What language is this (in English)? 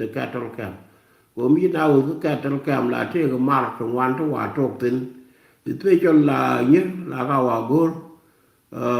Nuer